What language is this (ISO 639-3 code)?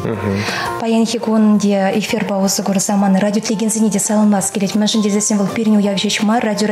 chv